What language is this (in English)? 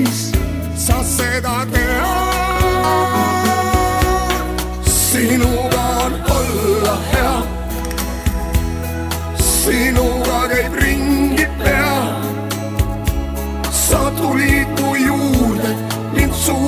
Estonian